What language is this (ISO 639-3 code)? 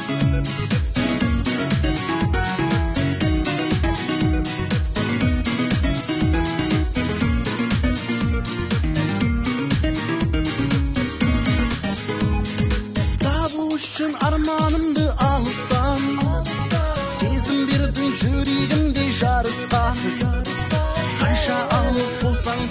kaz